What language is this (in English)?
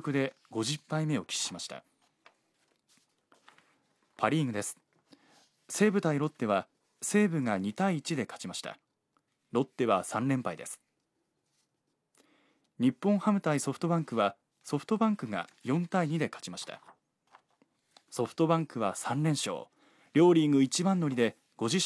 Japanese